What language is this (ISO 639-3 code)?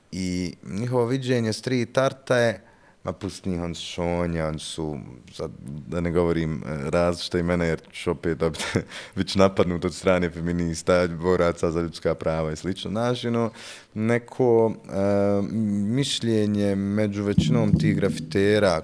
bos